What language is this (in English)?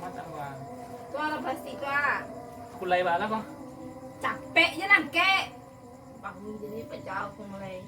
Minangkabau